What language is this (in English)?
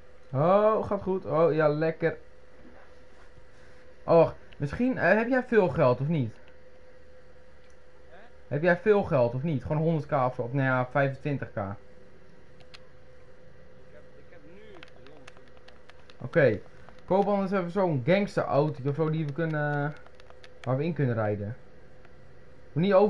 Dutch